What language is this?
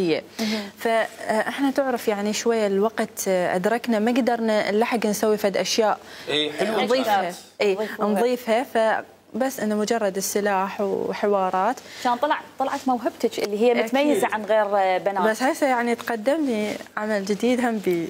Mesopotamian Arabic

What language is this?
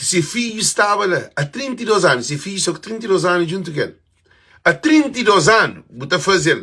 Kabuverdianu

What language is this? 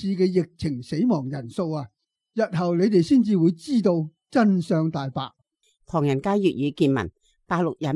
Cantonese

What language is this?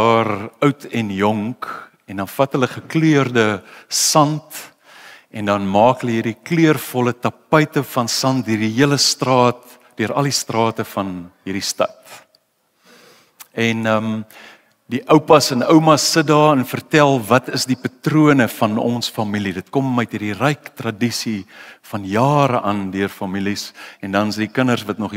Afrikaans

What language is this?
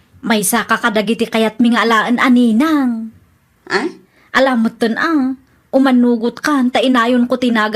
Iloko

